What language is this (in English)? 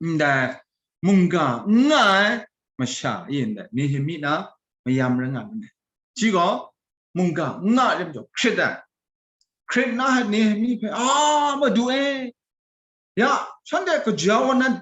Kachin